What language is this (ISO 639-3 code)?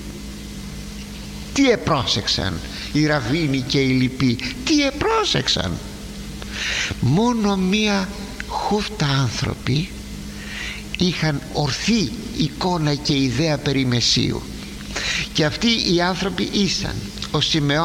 ell